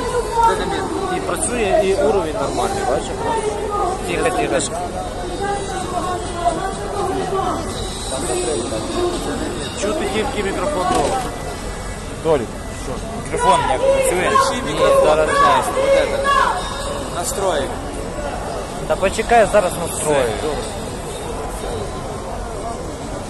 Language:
Ukrainian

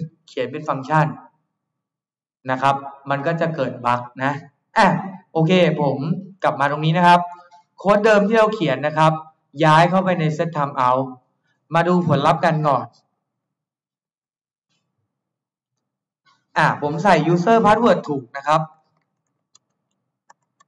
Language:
Thai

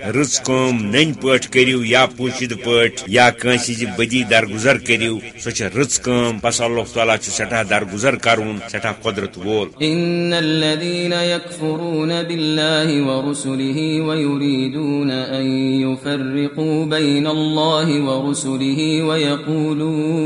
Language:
Kashmiri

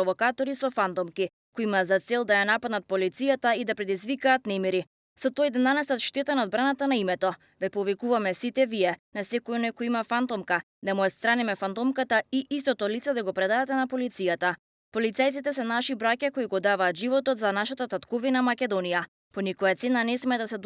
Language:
Macedonian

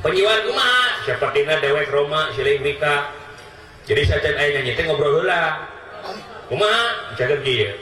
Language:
Sundanese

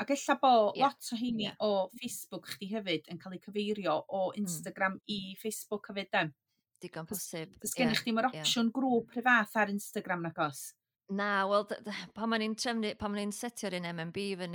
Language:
Welsh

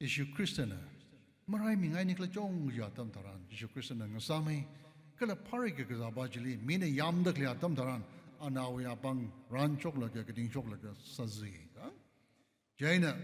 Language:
Tangkhul Naga (India)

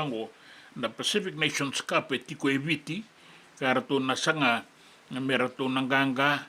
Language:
Fijian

